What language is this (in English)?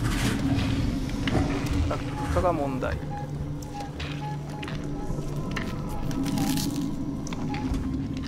Japanese